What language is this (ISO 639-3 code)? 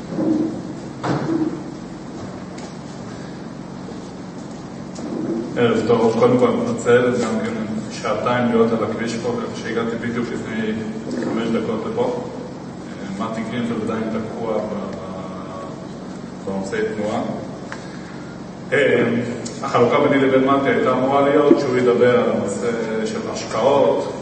heb